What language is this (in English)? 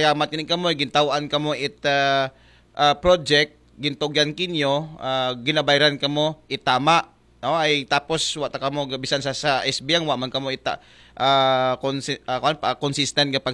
Aklanon